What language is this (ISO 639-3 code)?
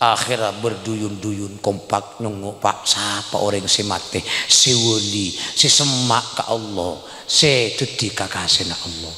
mad